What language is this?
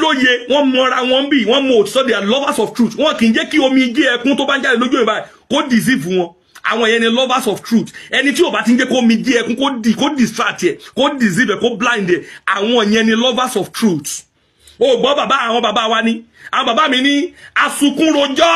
Yoruba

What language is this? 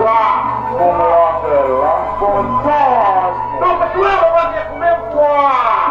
Balinese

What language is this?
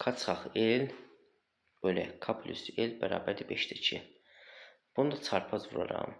Azerbaijani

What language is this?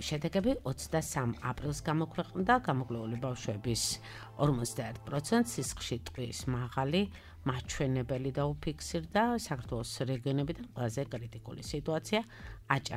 Georgian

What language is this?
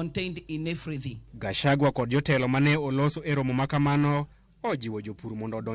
Luo (Kenya and Tanzania)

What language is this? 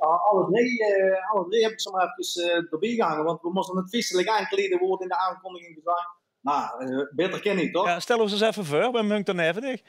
Limburgish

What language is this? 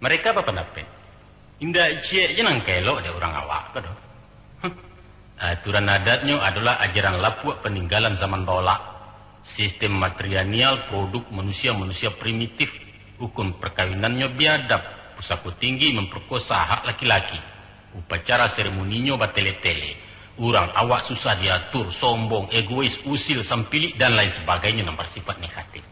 Minangkabau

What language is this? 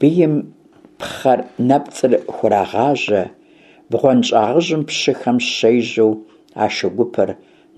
Kabardian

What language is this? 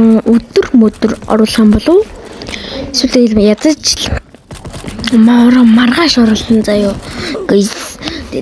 Mongolian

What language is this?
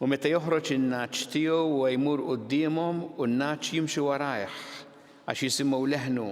Maltese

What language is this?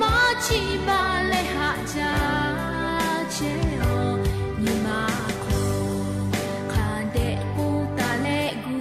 Lahu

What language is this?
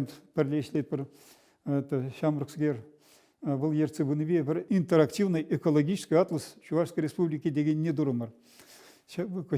Chuvash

